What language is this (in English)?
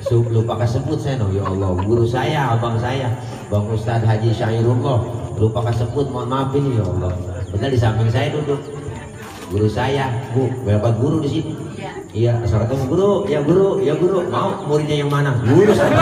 Betawi